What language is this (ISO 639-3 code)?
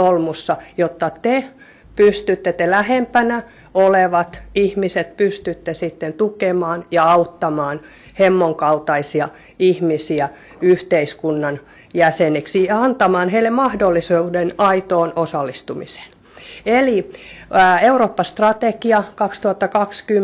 fin